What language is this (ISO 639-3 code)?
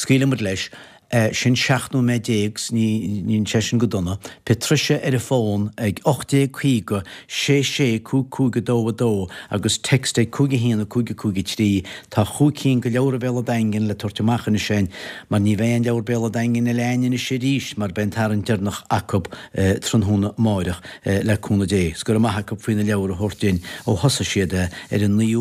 gle